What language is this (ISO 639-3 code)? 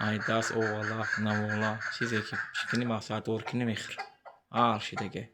tgk